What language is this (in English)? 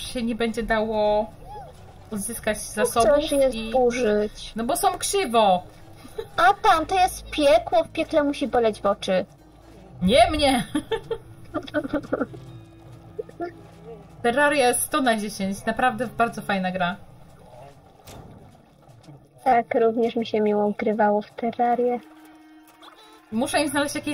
Polish